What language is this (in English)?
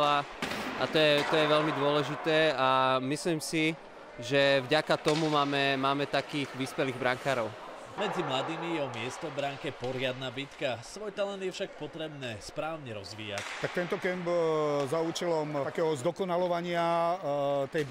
Slovak